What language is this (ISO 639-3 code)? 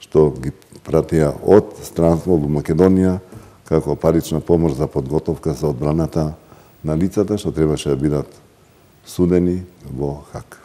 mkd